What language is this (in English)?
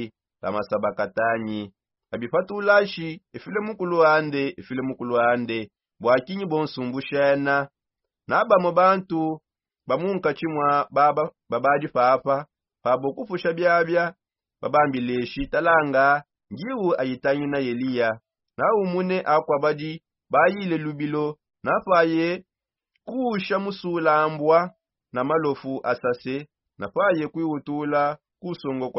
Songe